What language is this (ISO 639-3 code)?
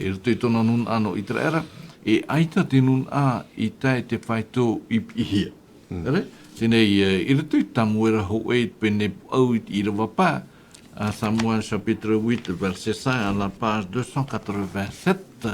tah